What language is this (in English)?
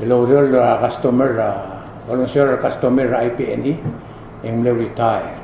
Palauan